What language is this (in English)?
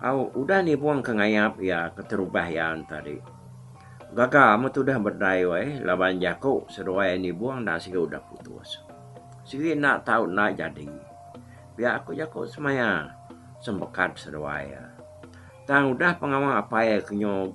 Iban